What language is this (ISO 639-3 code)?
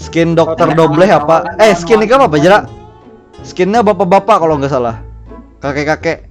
bjn